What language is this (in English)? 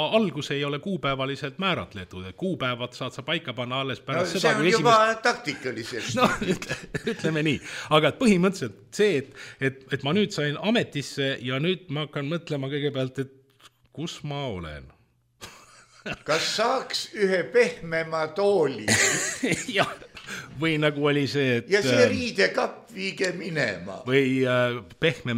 Estonian